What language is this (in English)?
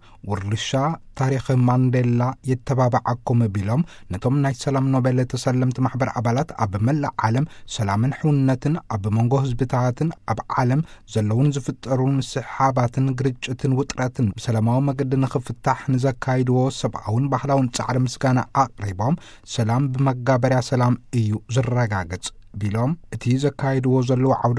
Tigrinya